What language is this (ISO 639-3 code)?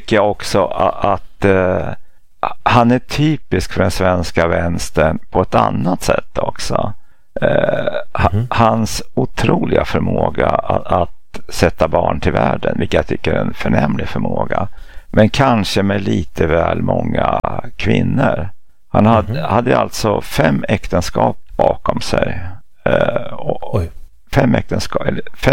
swe